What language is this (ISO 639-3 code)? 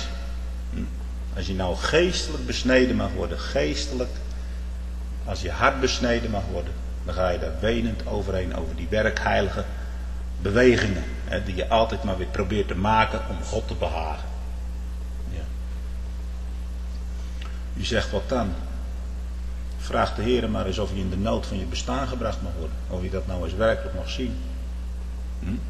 nld